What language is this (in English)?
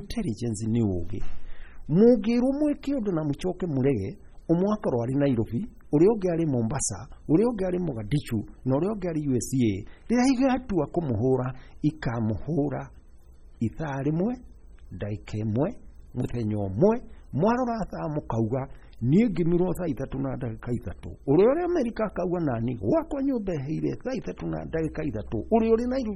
Kikuyu